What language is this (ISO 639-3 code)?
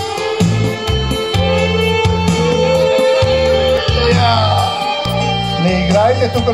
bul